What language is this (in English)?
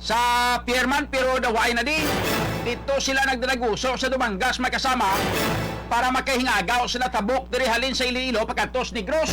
Hiligaynon